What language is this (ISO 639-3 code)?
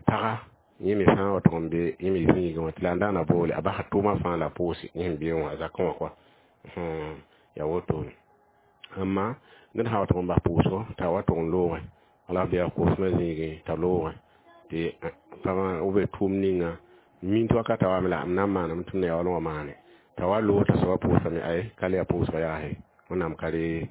mos